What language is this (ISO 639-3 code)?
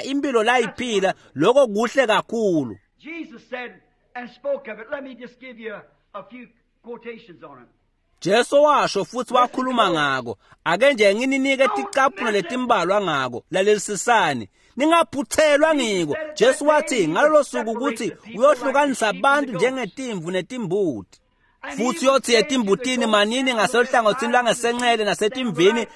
ssw